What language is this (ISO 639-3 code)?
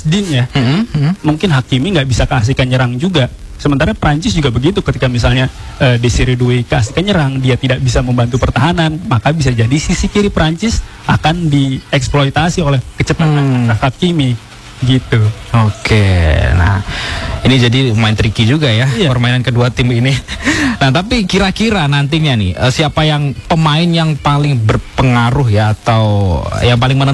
ind